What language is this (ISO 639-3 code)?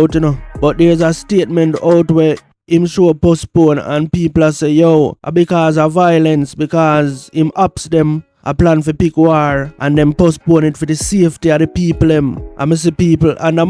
jam